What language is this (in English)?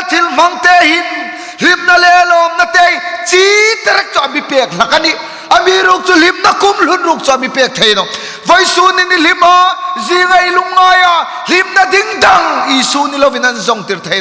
Hmar